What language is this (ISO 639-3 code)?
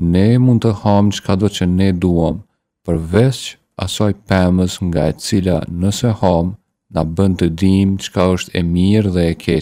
sqi